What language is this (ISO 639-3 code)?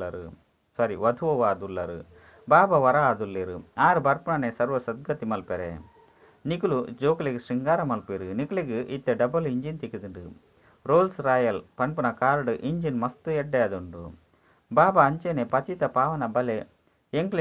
tcy